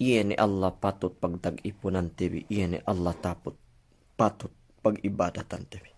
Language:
Yakan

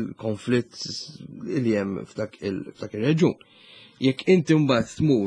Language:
Maltese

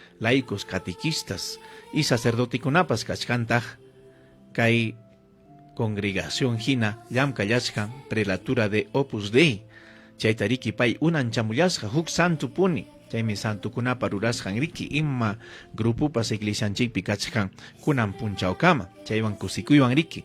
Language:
Ayacucho Quechua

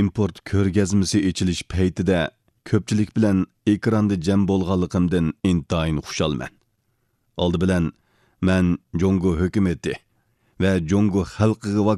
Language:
Uyghur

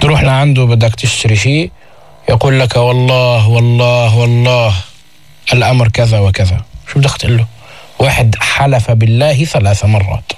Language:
North Levantine Arabic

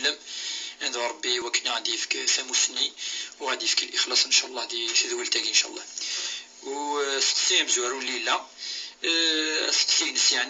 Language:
Kabyle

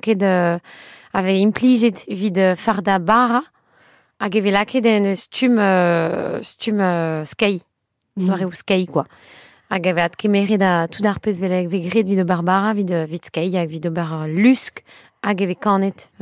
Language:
Breton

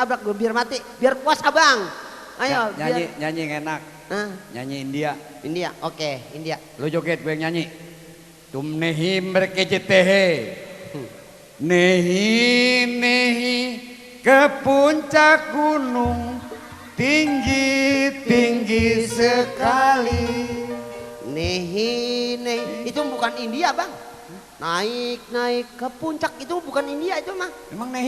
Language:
Betawi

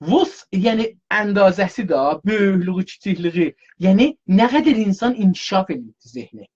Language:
South Azerbaijani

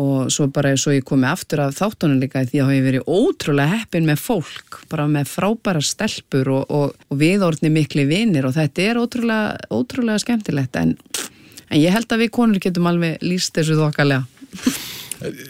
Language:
Icelandic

